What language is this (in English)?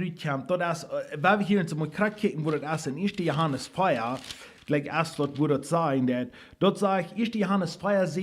Plautdietsch